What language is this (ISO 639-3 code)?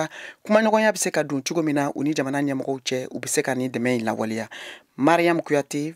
bam